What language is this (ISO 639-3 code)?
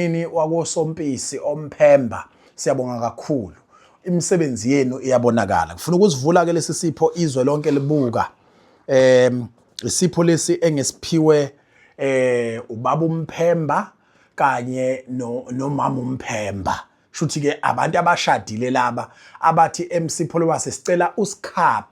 zul